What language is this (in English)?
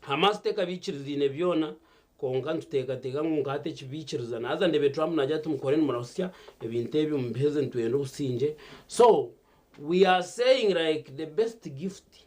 Nyankole